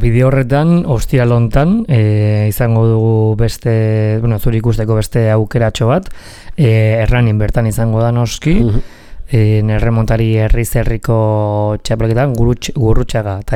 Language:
Basque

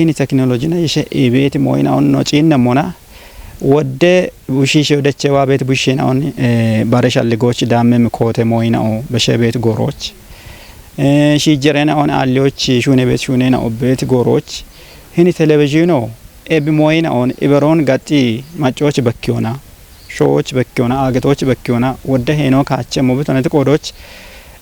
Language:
Kafa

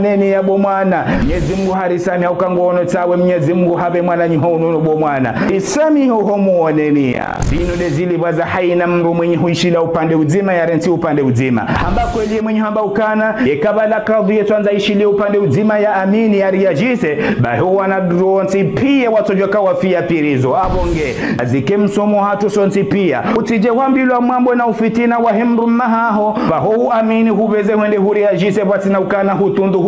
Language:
Ngazidja Comorian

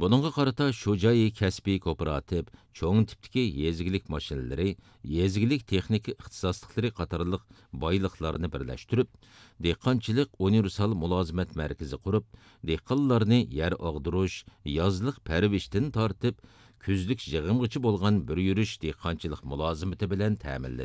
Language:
Uyghur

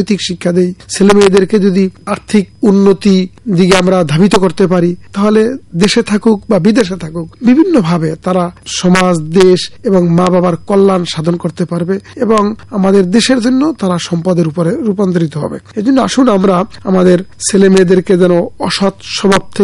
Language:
Bangla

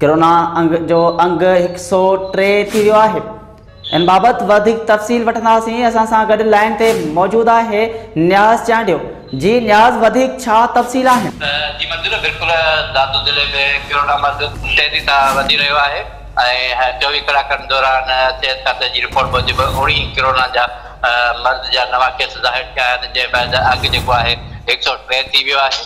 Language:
Sindhi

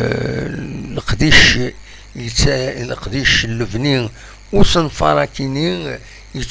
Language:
Kabyle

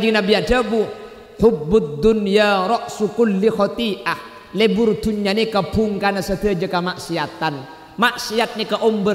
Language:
Madurese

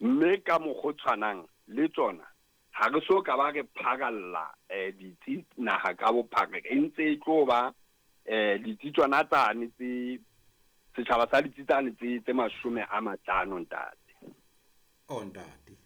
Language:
Southern Sotho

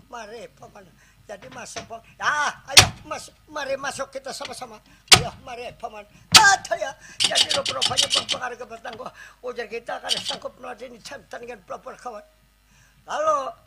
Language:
Banjar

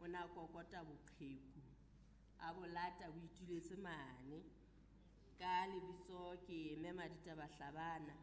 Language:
Southern Sotho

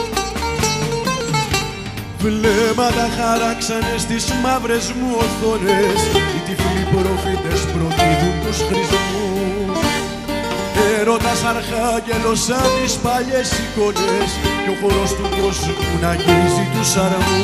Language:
Greek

